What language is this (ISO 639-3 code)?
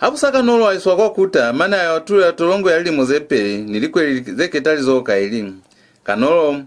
loz